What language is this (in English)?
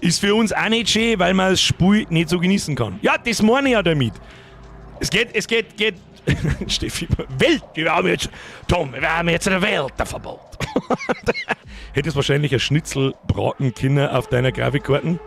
Bavarian